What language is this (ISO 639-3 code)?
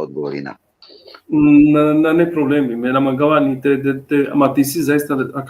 rmn